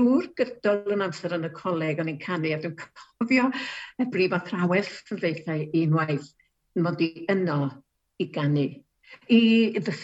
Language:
Welsh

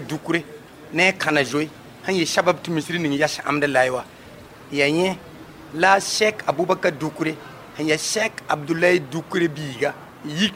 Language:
Mossi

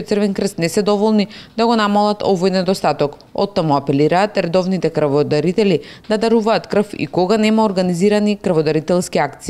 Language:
Macedonian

